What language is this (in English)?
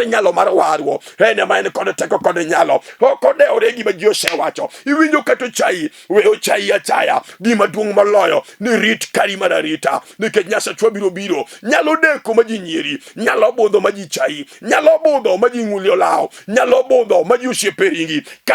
Luo (Kenya and Tanzania)